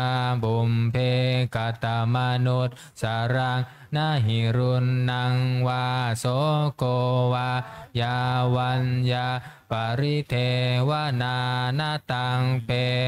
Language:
Pali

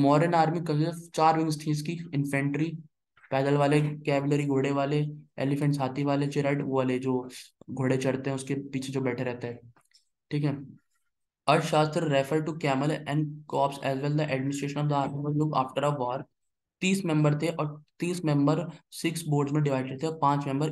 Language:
Hindi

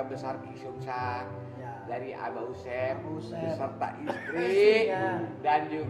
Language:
Betawi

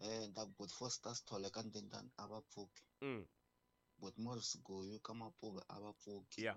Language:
Tsonga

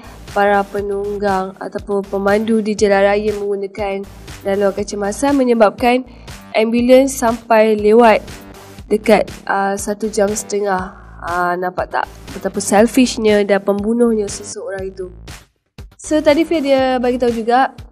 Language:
Malay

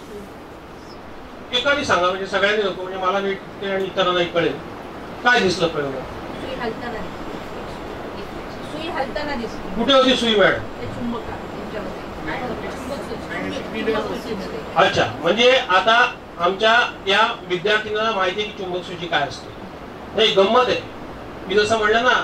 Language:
Marathi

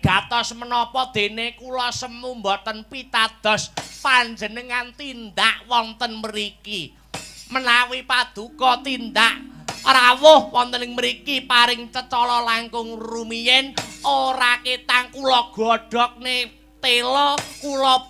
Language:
Javanese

